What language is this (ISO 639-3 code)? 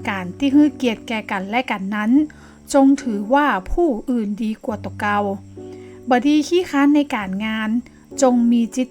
nod